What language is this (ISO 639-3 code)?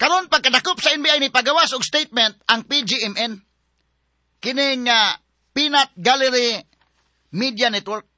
ceb